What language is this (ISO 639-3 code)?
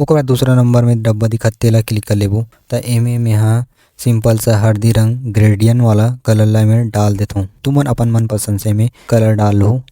hne